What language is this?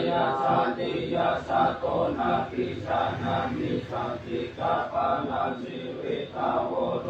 Pali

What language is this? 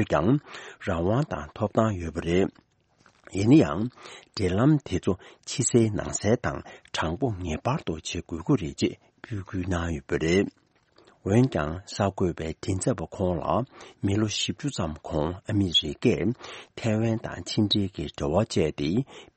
Tibetan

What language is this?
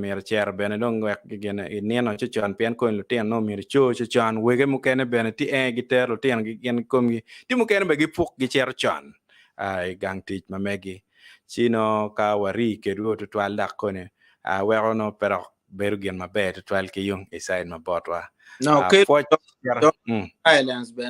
Acoli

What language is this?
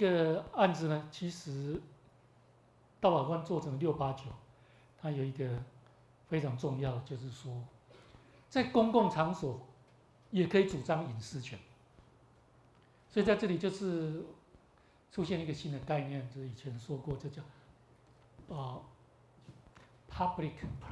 Chinese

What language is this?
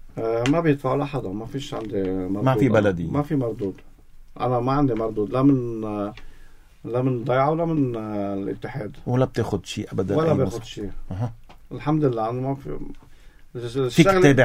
North Levantine Arabic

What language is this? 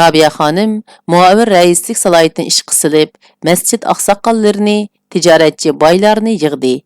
Uyghur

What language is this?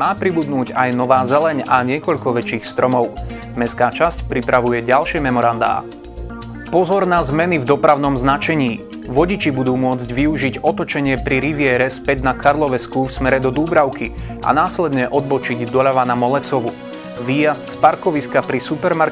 Slovak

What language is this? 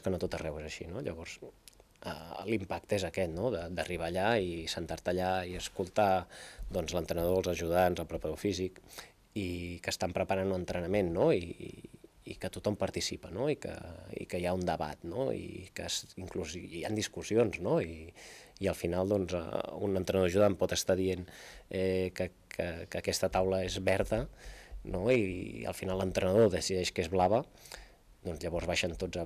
Catalan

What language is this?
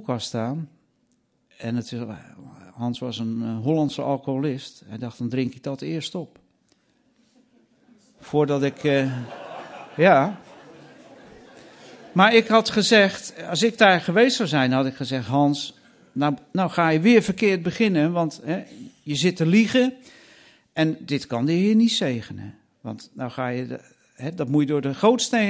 Dutch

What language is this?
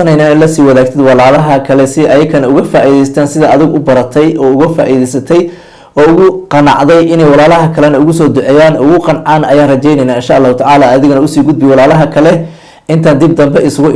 Somali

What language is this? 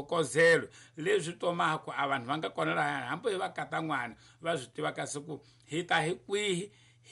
Tsonga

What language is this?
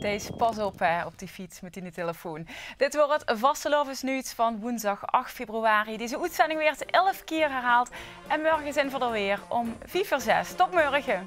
Limburgish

